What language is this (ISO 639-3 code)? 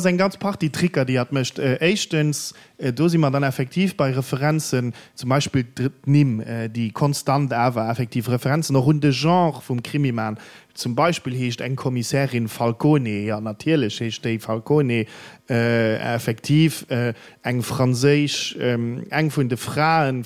ltz